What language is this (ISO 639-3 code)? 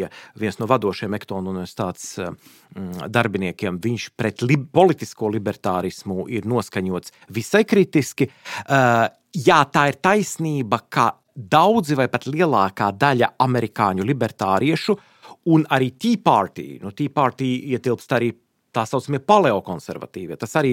lav